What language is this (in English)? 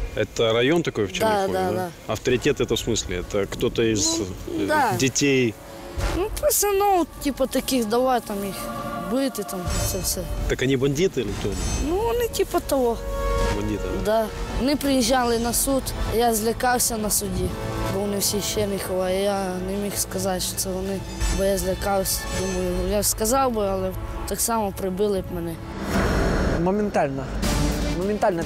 Ukrainian